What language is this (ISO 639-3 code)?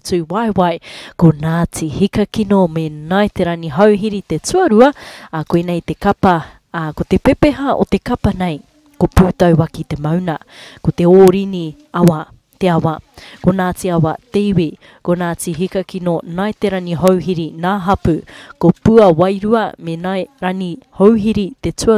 mri